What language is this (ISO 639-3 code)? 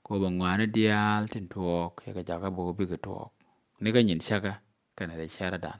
nus